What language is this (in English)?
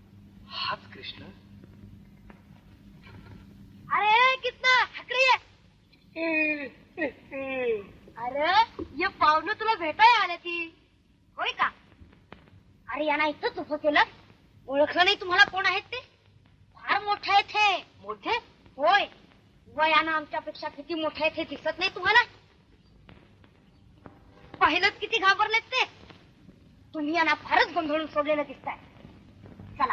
Marathi